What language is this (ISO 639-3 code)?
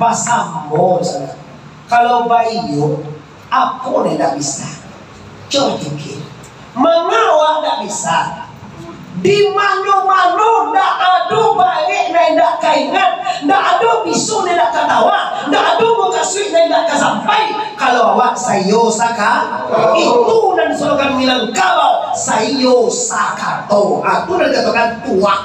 min